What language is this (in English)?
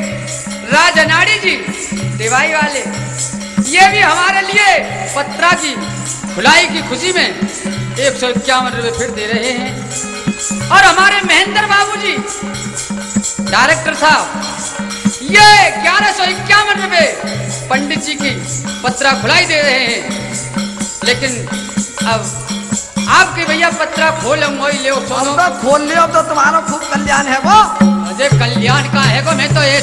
Hindi